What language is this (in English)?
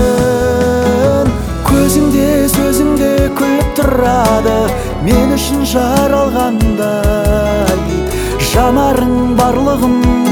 Kazakh